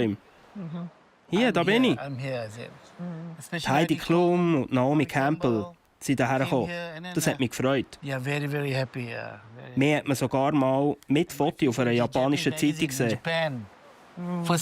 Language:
Swiss German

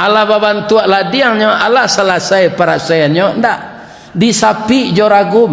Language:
Minangkabau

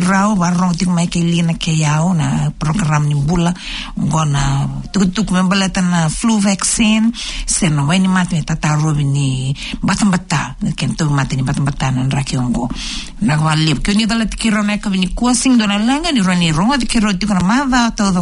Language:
Fijian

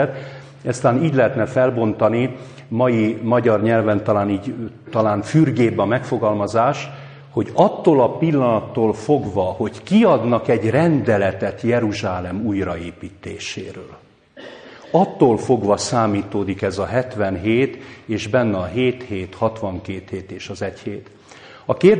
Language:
Hungarian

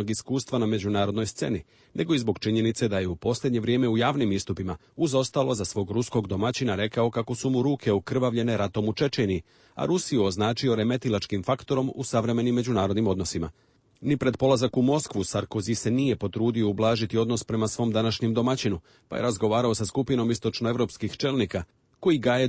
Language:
Serbian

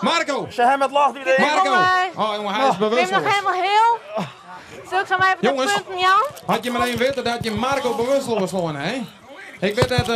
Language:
Western Frisian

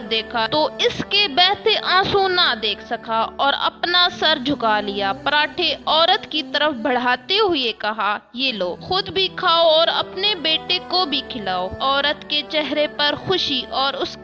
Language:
Urdu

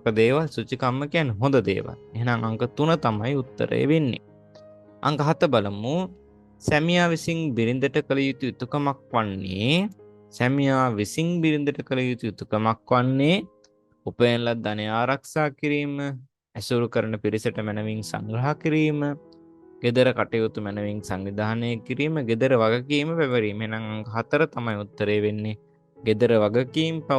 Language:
Sinhala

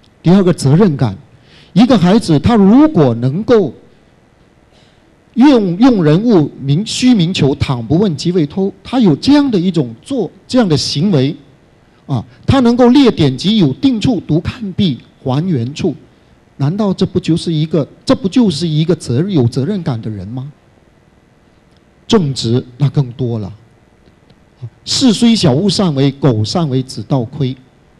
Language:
Chinese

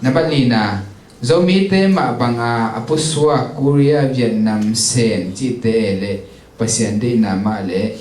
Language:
Tedim Chin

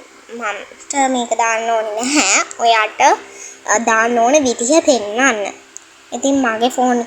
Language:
Sinhala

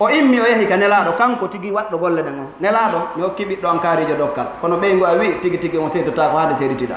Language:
Fula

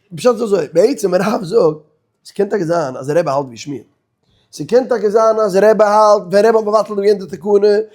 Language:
Yiddish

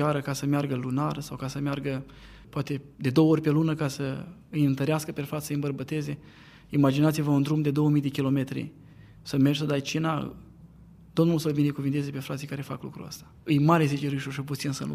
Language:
Romanian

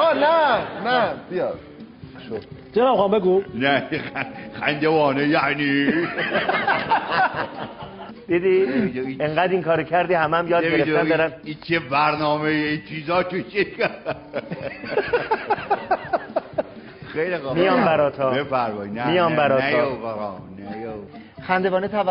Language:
Persian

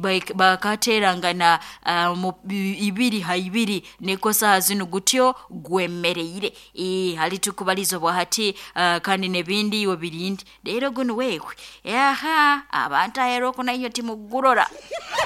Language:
Nyoro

